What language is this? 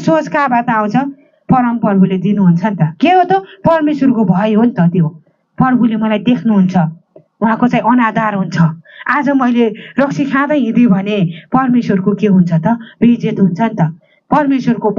Nepali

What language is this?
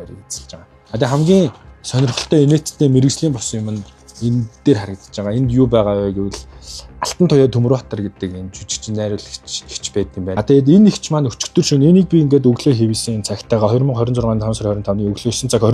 Mongolian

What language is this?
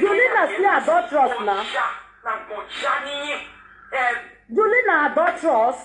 Nigerian Pidgin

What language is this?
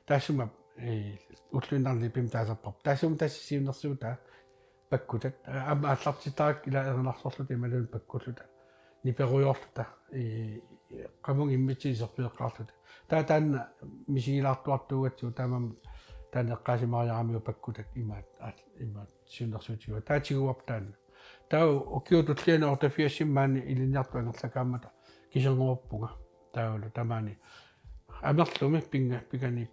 Kalaallisut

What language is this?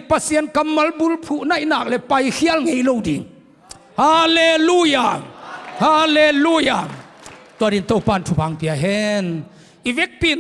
Tedim Chin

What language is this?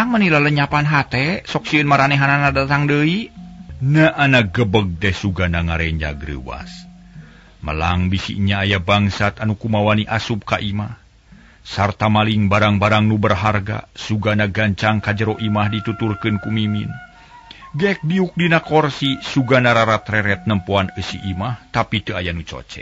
Sundanese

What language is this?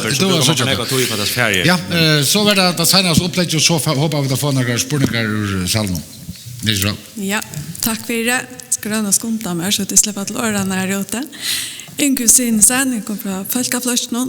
Faroese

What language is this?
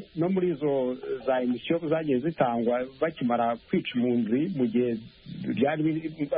Kinyarwanda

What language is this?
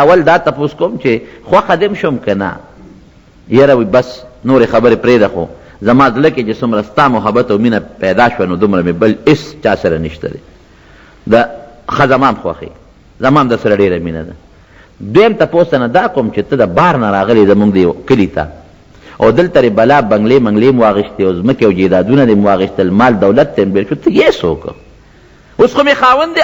Pashto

